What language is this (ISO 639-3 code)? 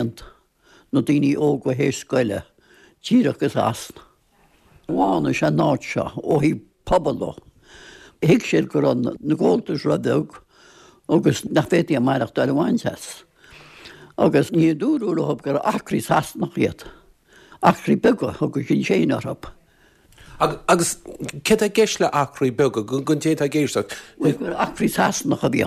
gle